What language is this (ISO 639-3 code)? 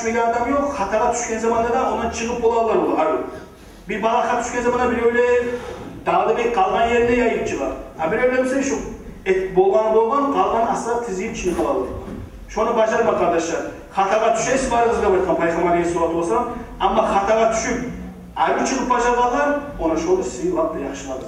kum